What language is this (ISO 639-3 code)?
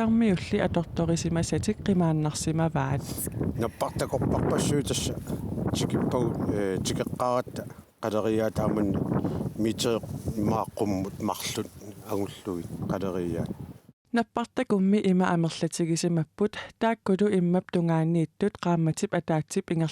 kal